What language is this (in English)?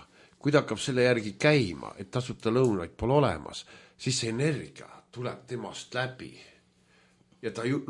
Estonian